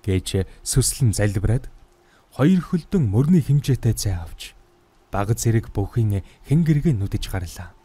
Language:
Mongolian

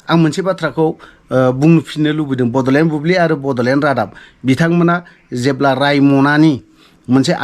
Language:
Bodo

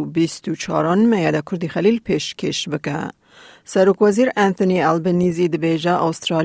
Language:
Kurdish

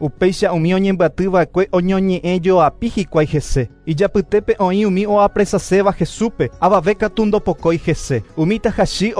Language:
Guarani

